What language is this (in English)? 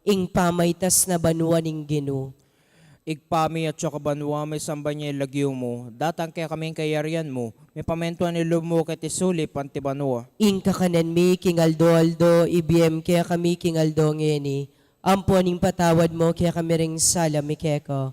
Pampanga